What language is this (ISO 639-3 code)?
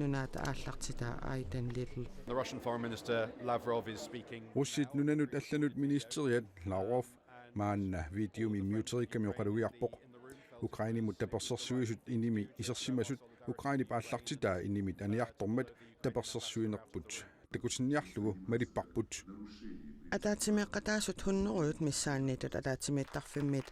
kal